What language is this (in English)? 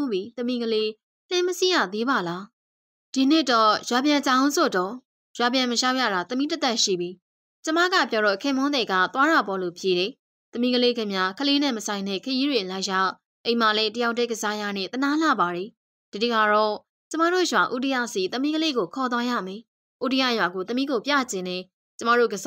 Burmese